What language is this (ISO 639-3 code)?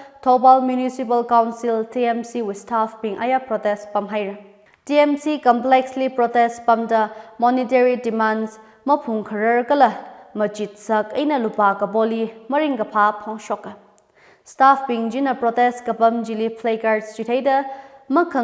nmf